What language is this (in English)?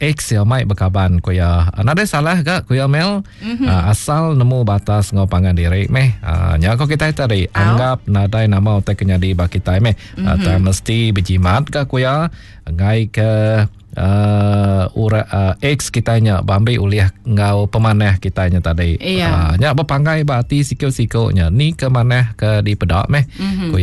Iban